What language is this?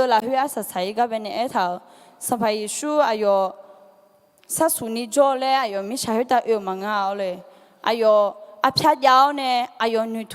Akha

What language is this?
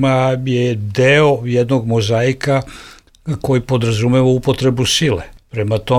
Bosnian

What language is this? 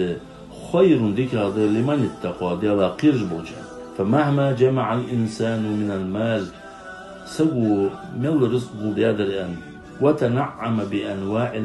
Ingush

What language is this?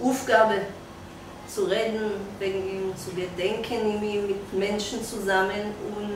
Yiddish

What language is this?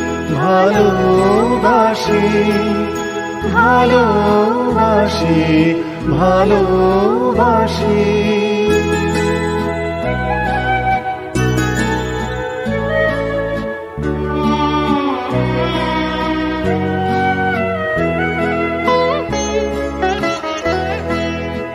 Bangla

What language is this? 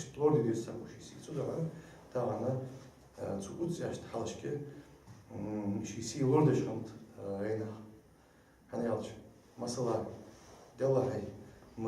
Ingush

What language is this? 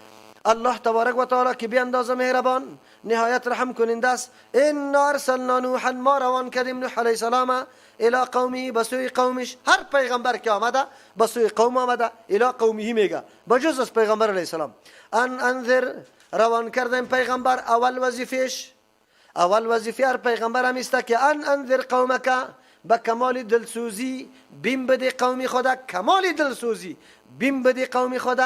Persian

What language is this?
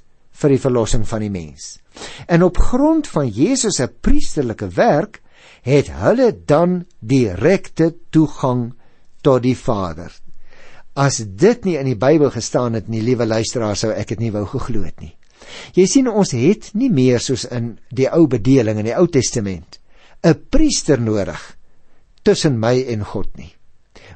Afrikaans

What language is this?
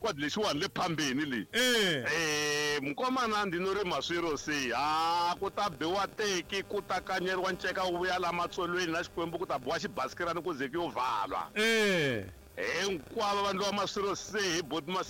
Tsonga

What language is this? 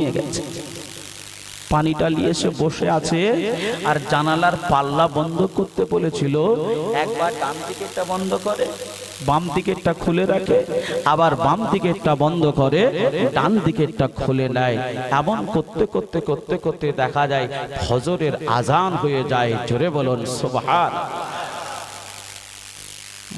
Bangla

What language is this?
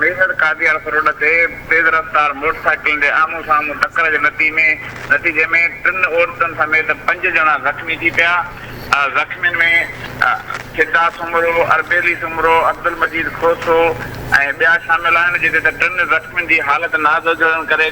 Sindhi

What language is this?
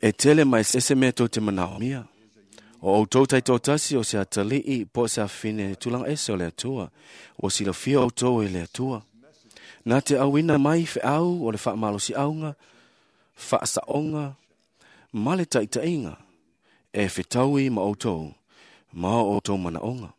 Samoan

